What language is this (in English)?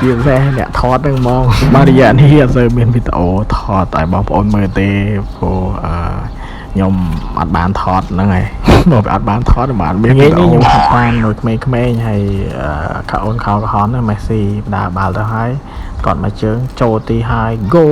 Khmer